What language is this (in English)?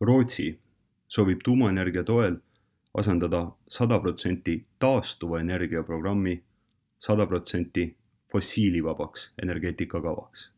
Estonian